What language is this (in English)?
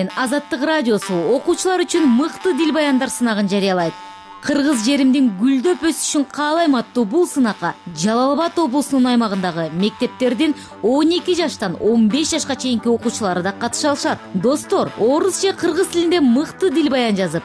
Kyrgyz